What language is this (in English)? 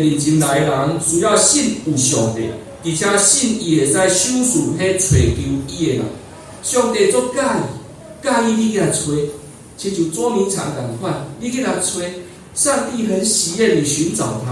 Min Nan Chinese